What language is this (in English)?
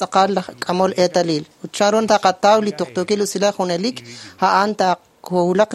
Kekchí